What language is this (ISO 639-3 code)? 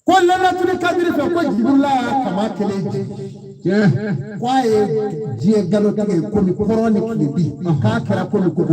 bam